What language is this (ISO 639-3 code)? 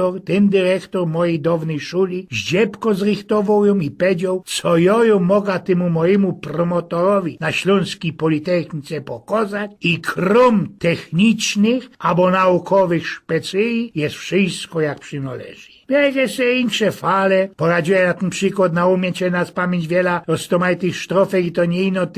szl